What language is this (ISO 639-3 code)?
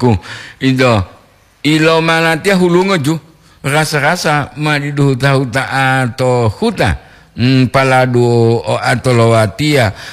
gor